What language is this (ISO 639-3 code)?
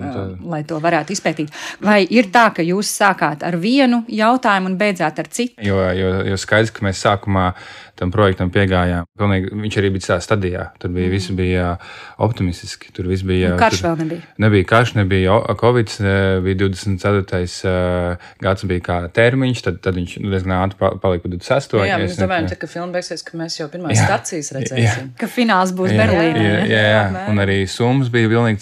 lav